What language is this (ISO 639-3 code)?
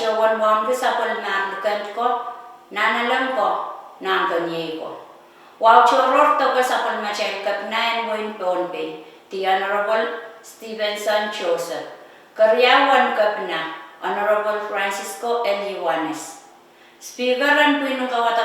pon